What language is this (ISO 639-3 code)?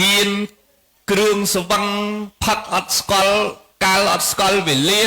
khm